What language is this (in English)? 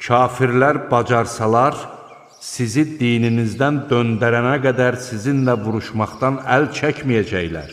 Azerbaijani